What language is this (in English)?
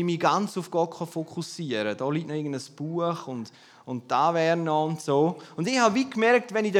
German